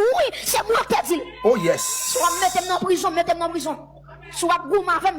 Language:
Haitian Creole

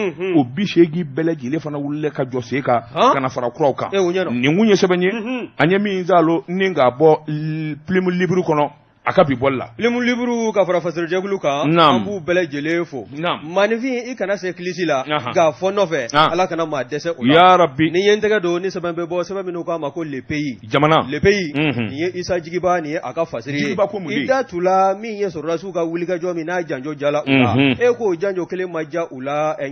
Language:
Bambara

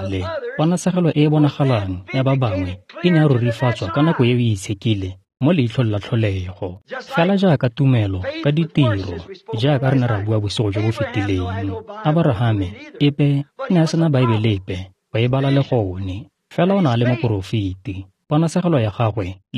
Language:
Tswana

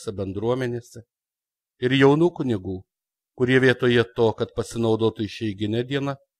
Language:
Lithuanian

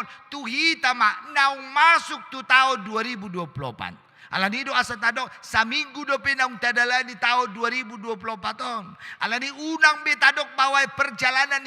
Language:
Batak Toba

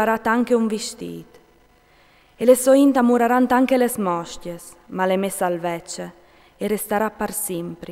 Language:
Friulian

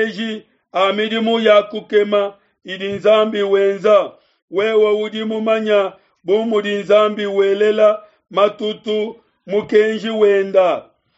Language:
Luba-Lulua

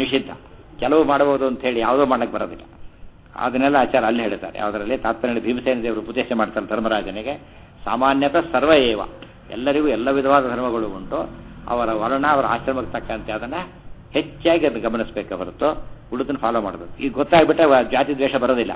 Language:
Kannada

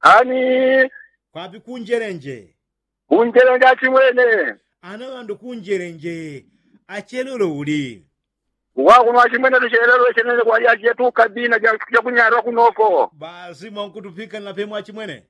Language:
Yao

